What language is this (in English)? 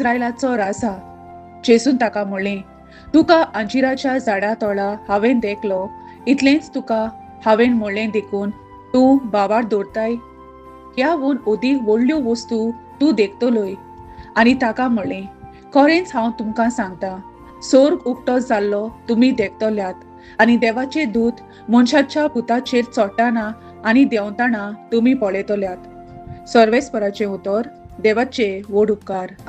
Konkani